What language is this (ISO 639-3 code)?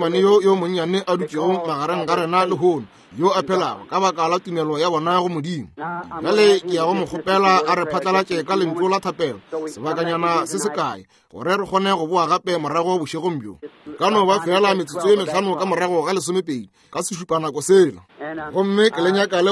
nso